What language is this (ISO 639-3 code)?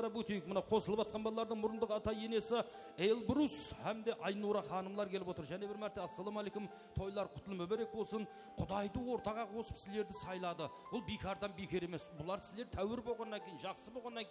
kaa